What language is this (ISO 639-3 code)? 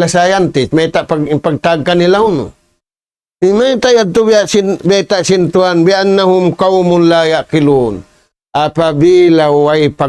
tsg